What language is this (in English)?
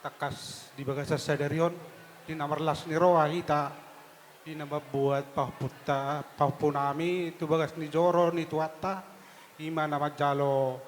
Batak Toba